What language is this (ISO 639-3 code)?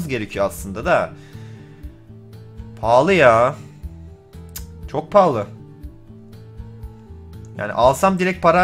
tur